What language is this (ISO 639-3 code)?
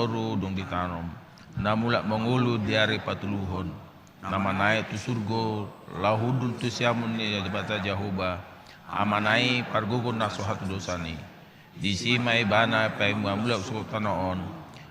bbc